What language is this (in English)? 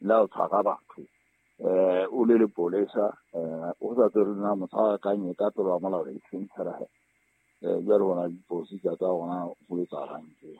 Southern Sotho